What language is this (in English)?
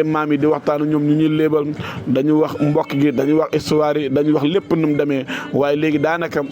Wolof